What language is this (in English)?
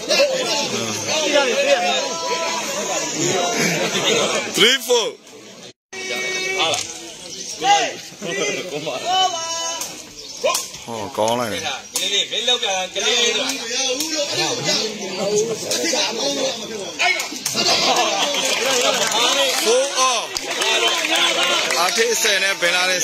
Burmese